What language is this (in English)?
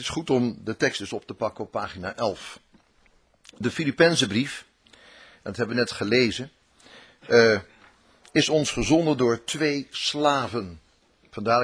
Dutch